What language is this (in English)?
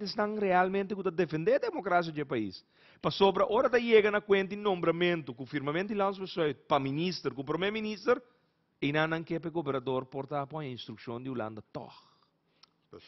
Papiamento